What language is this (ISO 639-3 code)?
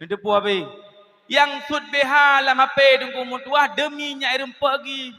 ace